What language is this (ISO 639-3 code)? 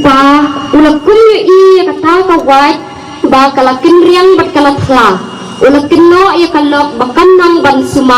kha